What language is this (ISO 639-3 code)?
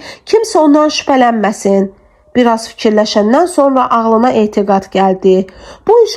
aze